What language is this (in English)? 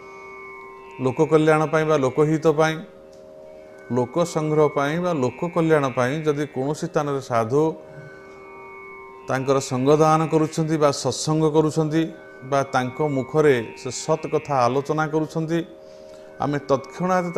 Odia